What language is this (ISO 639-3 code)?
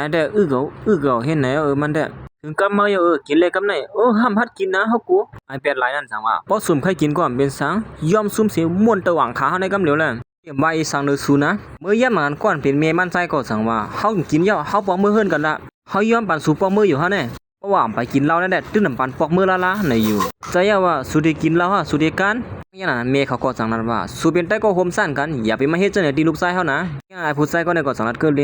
shn